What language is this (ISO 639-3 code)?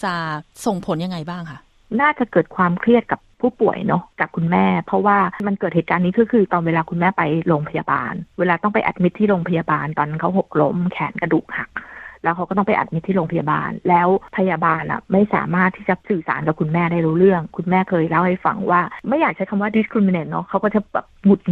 tha